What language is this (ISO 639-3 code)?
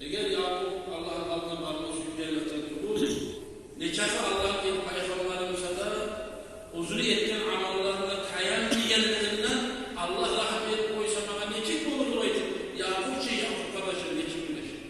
kum